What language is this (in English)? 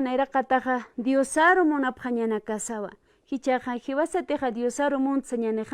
Aymara